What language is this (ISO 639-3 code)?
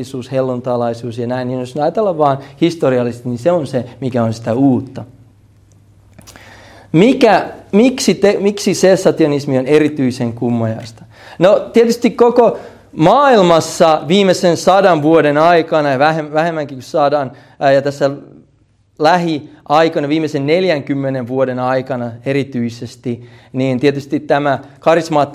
fin